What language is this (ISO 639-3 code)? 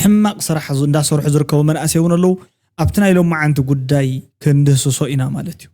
tir